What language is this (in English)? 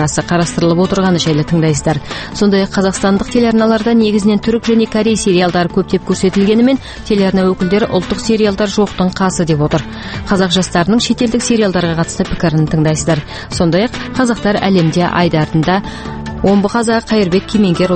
Kazakh